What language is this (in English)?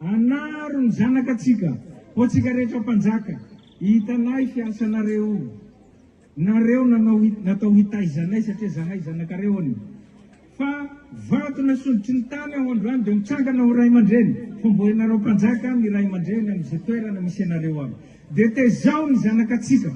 Malagasy